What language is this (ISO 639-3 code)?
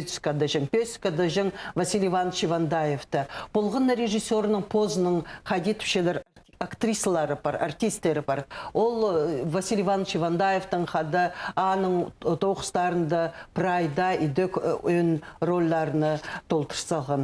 kjh